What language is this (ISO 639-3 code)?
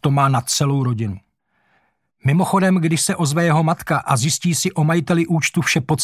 ces